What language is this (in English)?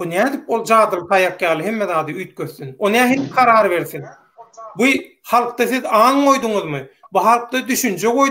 Turkmen